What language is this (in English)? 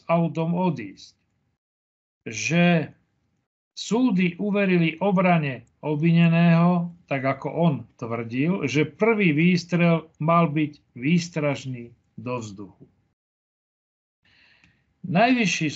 Slovak